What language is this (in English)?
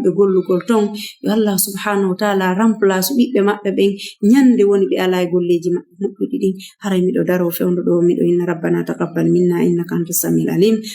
Fula